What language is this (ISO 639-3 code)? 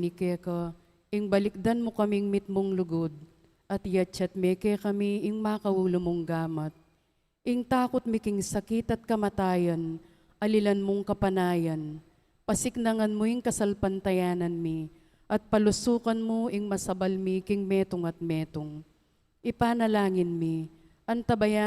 pam